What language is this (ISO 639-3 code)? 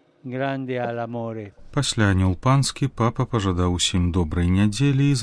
bel